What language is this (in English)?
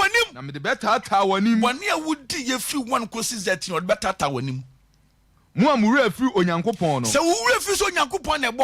Akan